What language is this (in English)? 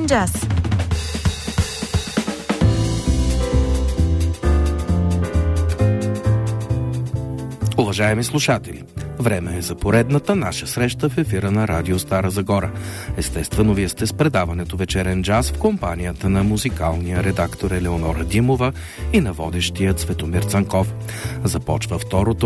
Bulgarian